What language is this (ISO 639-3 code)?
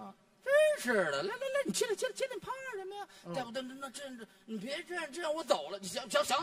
zho